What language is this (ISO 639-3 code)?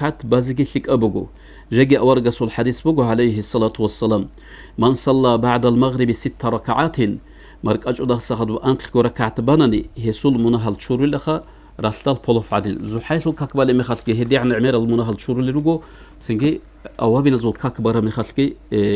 ava